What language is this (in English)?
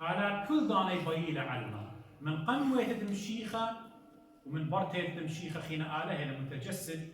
Assyrian Neo-Aramaic